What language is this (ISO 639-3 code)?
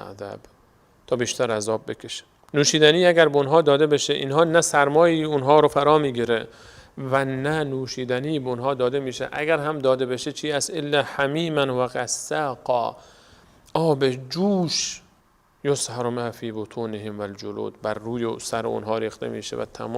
fas